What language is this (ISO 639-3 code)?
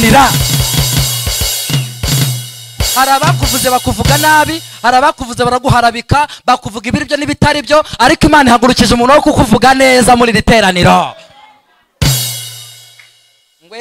kin